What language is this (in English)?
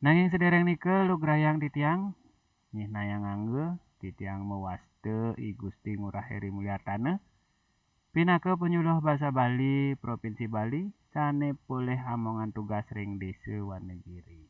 Balinese